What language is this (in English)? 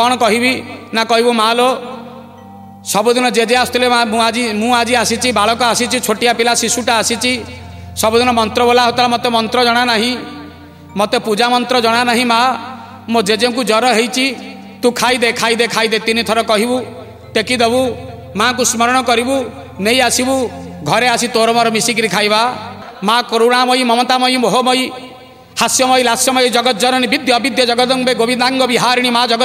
Odia